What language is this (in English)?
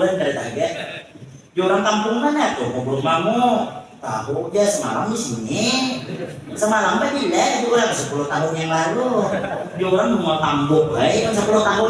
Banjar